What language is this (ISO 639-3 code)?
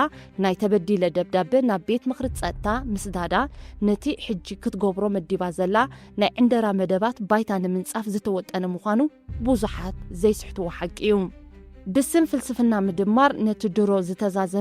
tir